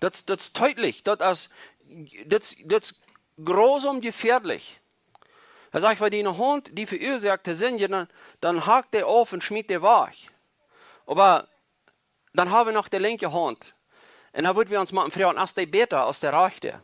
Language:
Plautdietsch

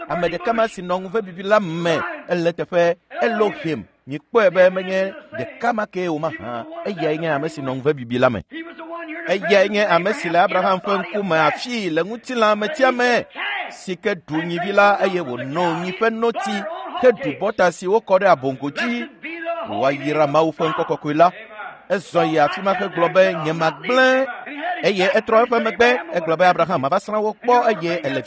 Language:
Ewe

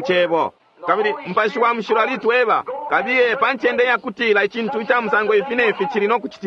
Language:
Bemba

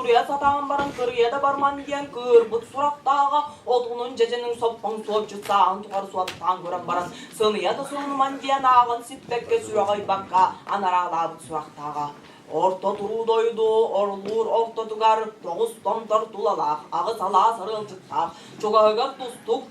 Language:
Tuvinian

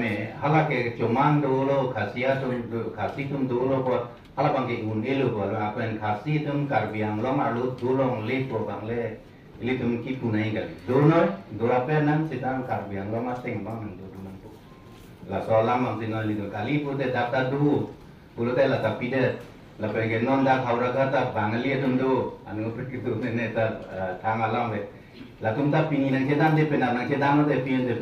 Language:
Karbi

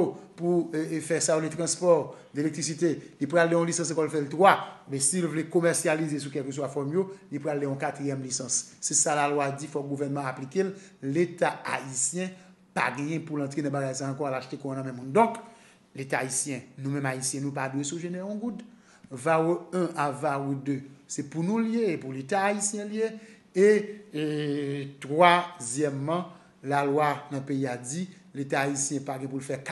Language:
Haitian Creole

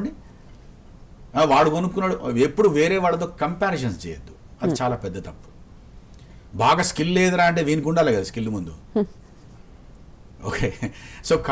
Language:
Telugu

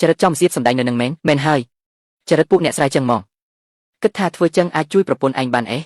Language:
Khmer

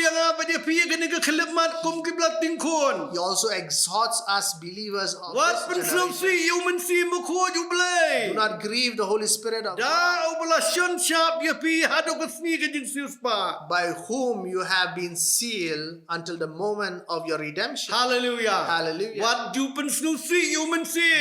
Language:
Khasi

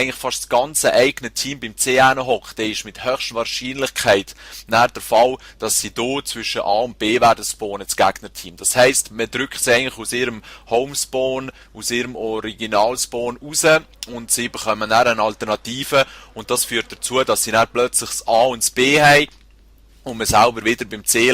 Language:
Swiss German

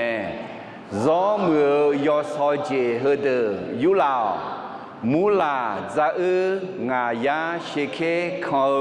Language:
Akha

